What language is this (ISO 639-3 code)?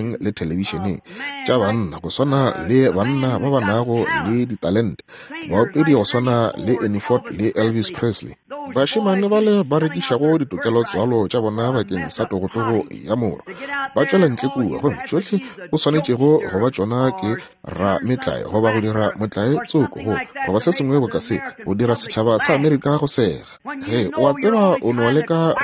nso